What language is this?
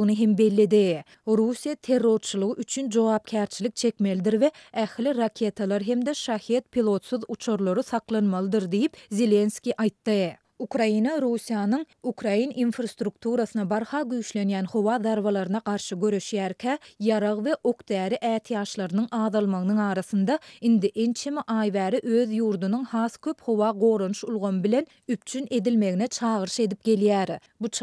Turkmen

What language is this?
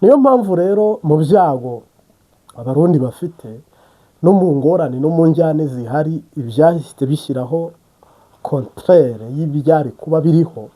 Kinyarwanda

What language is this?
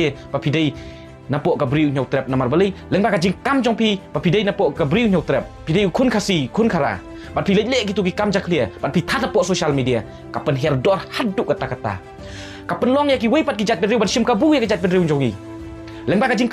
Khasi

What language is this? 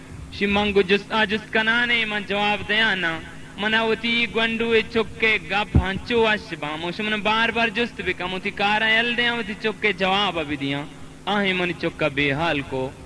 Baluchi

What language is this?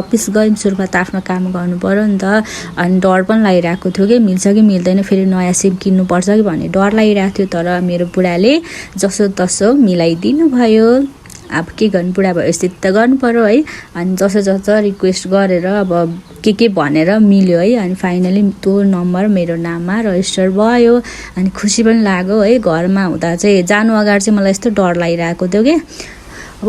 Nepali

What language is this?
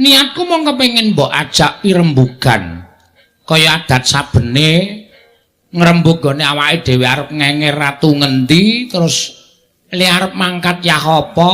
Javanese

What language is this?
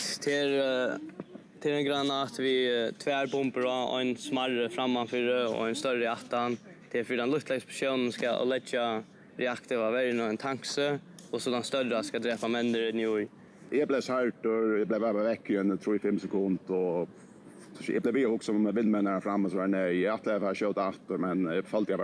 Faroese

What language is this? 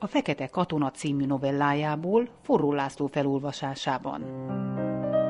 Hungarian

